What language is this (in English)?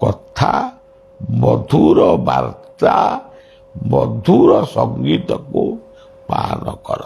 Odia